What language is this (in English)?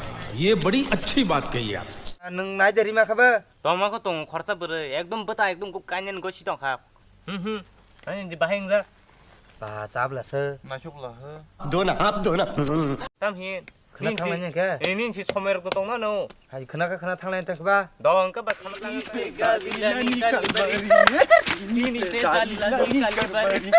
Kok Borok